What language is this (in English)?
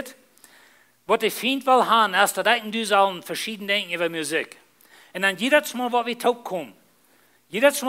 Plautdietsch